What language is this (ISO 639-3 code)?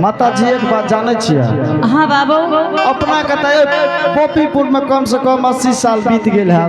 anp